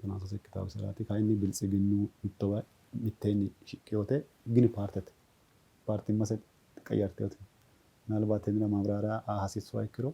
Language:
Sidamo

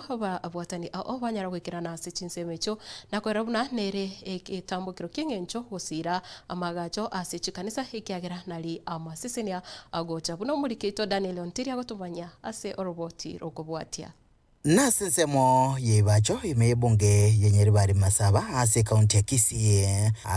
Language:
Gusii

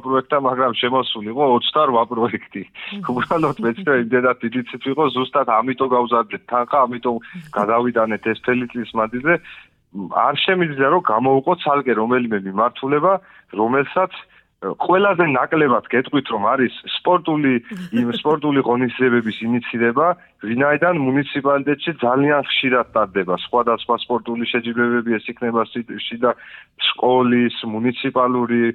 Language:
Georgian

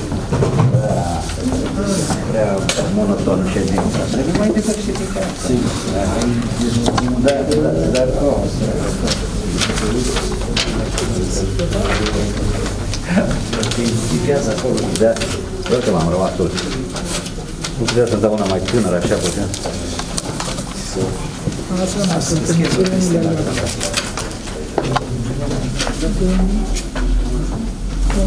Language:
Romanian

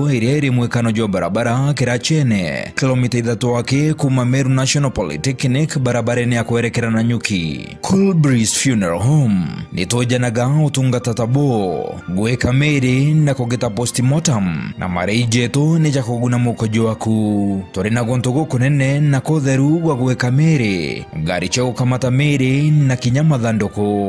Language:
Meru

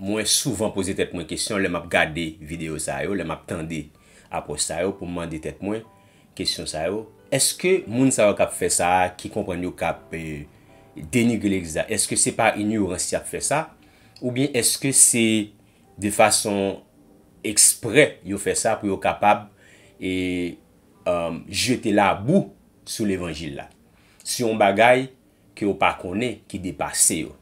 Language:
Haitian Creole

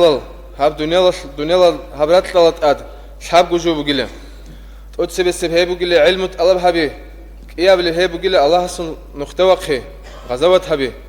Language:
Avaric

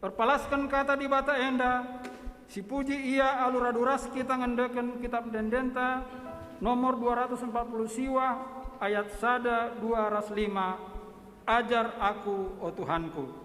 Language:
Batak Karo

